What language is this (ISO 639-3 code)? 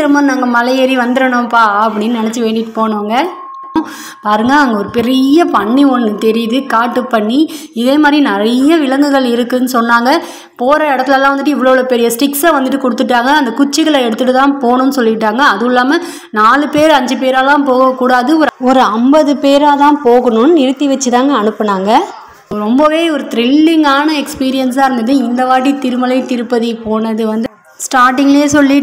tam